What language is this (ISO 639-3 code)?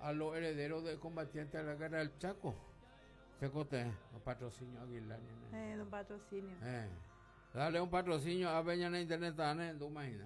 grn